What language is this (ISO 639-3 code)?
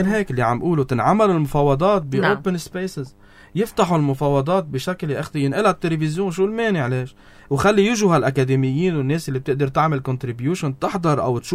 apc